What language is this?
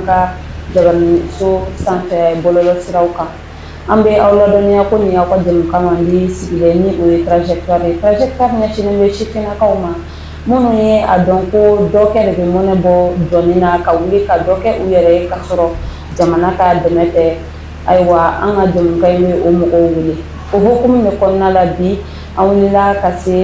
Bambara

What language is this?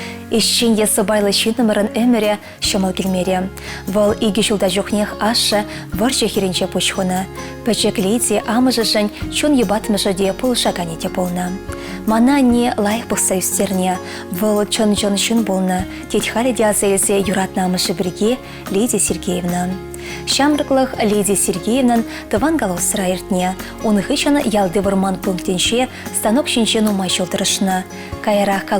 Chuvash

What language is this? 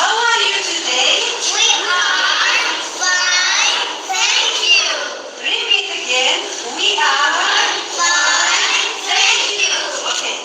Kabyle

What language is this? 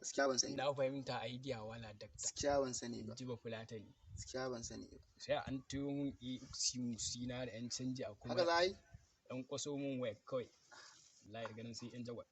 Hausa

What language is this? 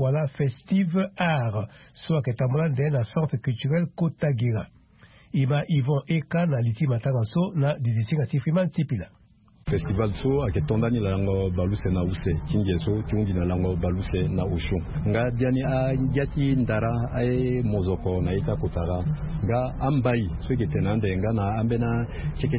Sango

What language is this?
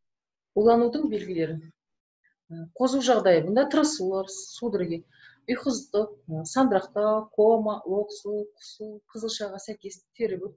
Kazakh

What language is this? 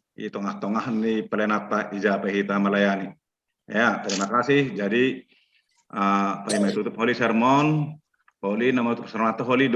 Batak Simalungun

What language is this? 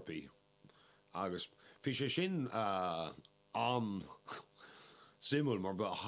Irish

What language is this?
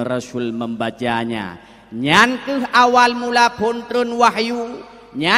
Achinese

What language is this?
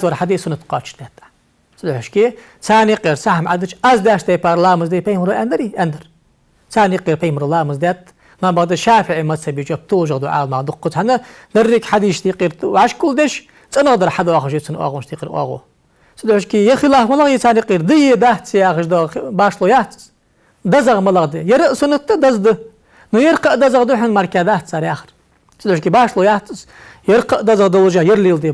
Ingush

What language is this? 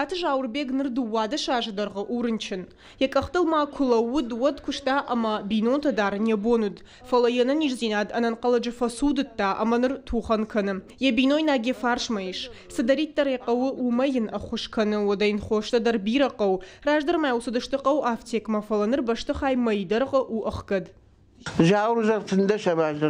Ossetic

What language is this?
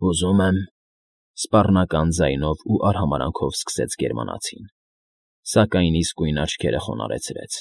Armenian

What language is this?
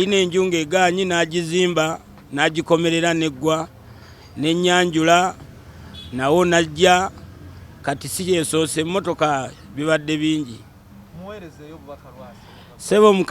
Ganda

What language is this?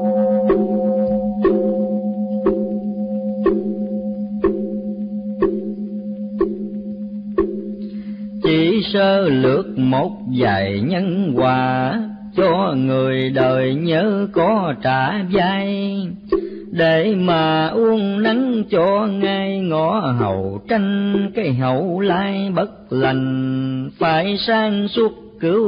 Vietnamese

